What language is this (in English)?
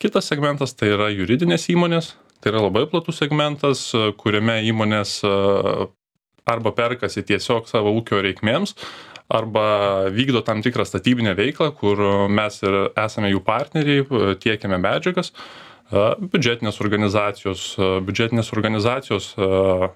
Lithuanian